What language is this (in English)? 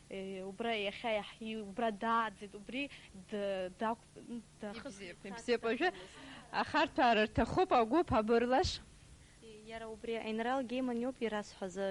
Abkhazian